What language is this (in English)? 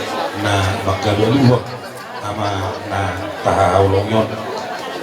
Batak Toba